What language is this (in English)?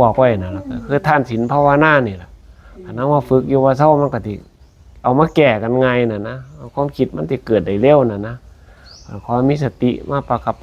Lao